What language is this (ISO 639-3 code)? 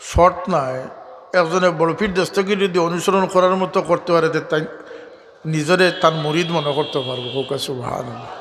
syl